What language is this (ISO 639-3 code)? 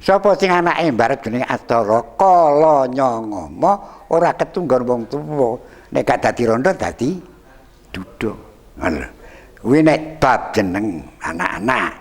jav